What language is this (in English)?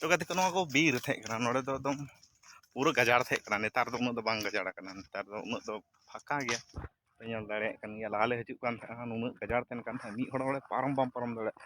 Santali